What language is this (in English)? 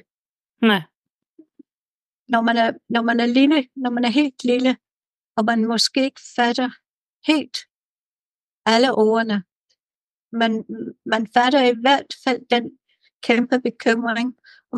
Danish